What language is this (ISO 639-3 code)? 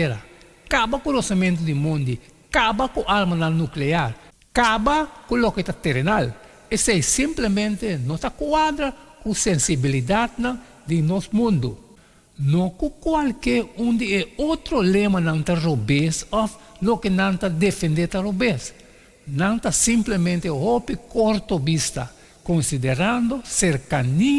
pap